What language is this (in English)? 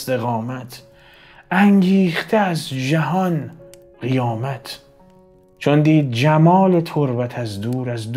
Persian